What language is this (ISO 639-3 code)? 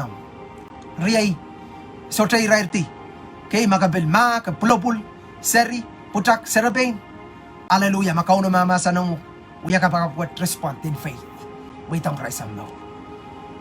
pon